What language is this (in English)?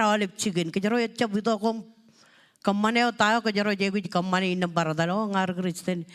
Marshallese